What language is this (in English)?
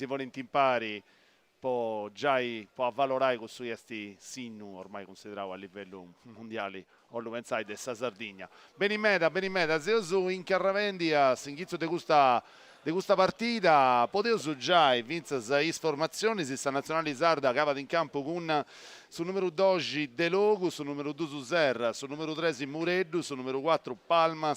Sardinian